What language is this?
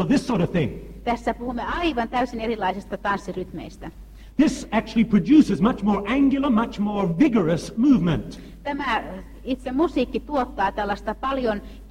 Finnish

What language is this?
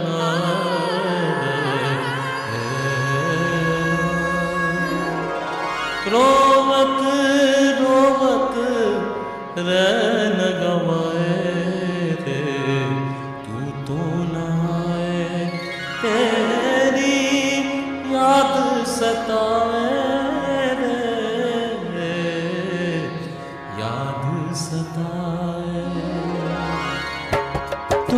Bangla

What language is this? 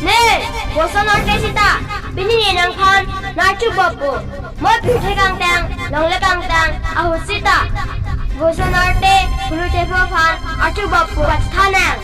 Karbi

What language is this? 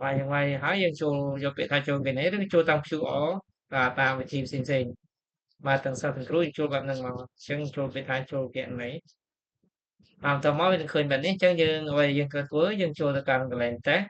Khmer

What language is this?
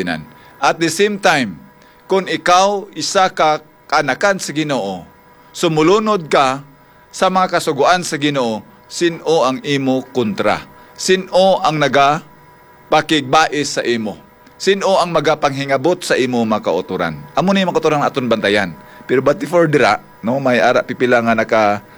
Hiligaynon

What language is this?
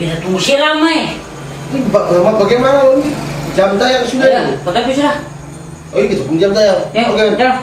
Ambonese Malay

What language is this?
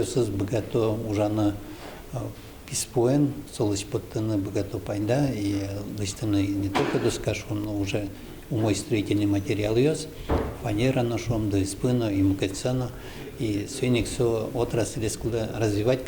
Udmurt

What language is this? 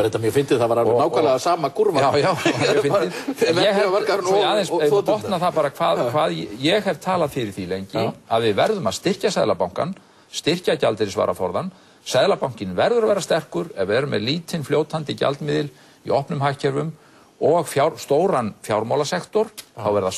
Icelandic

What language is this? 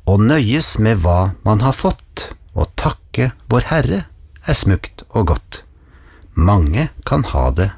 Norwegian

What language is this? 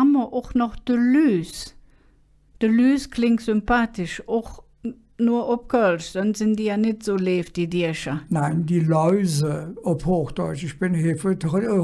Colognian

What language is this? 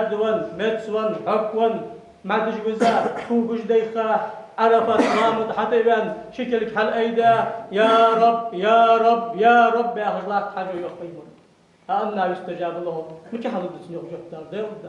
Ingush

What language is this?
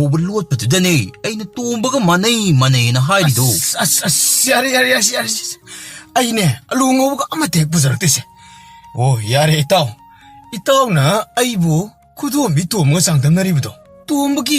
Manipuri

